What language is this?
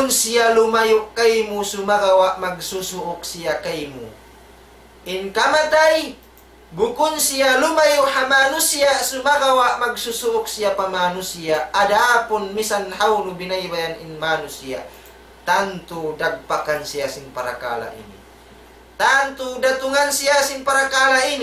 Tausug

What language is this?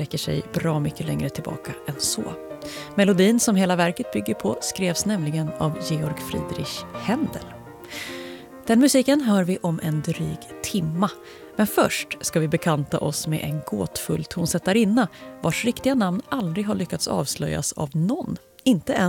Swedish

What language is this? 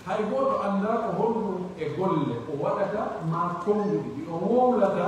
Pular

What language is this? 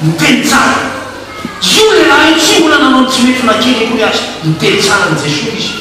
Malagasy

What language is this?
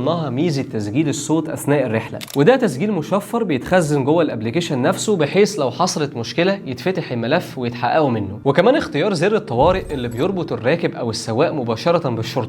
Egyptian Arabic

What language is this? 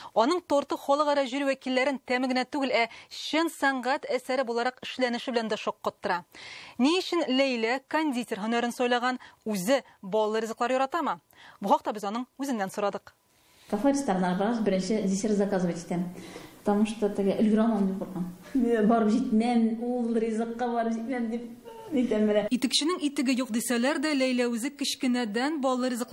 Tatar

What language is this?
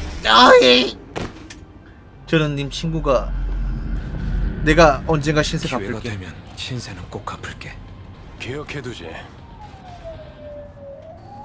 Korean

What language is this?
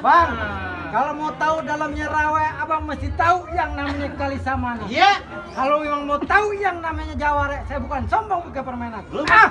Betawi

